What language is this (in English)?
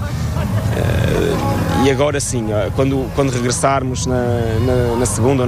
Portuguese